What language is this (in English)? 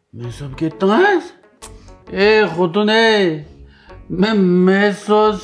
Uyghur